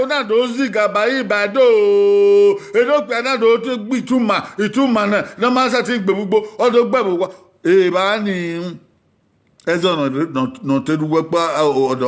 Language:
Bini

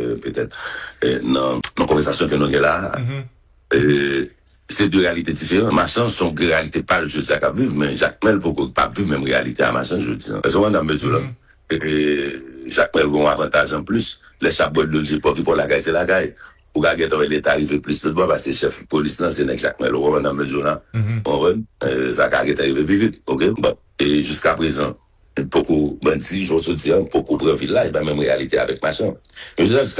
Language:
Haitian Creole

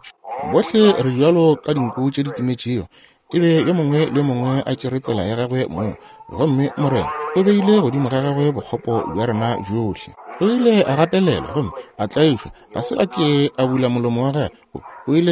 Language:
Northern Sotho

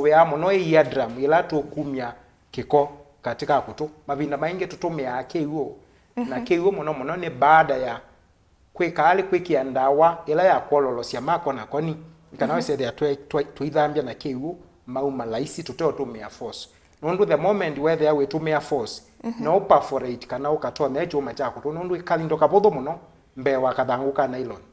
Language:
Kamba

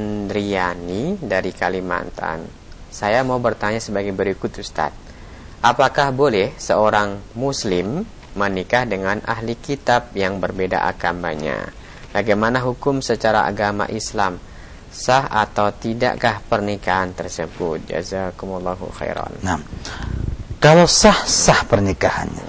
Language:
Indonesian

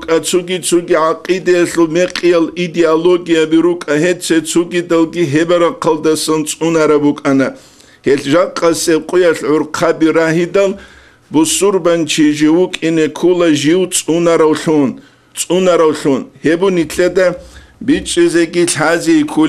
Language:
Avaric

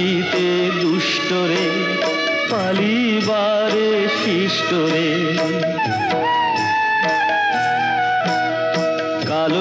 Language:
Bangla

